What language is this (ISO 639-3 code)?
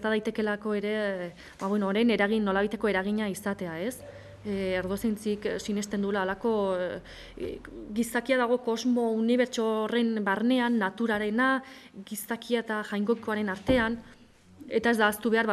eus